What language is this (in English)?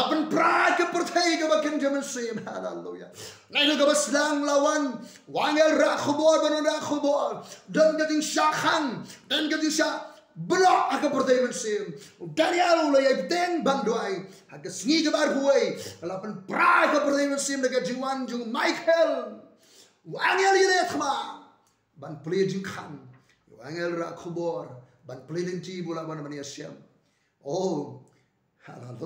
Khasi